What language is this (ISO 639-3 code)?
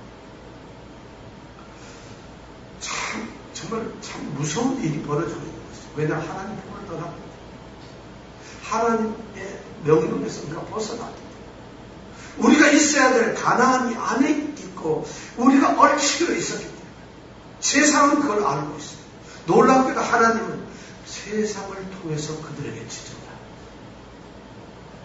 kor